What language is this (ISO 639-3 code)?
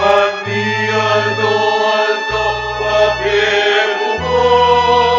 pam